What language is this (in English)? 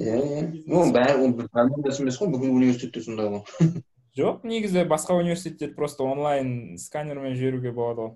Kazakh